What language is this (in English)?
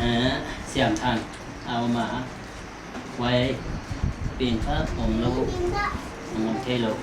Paite Chin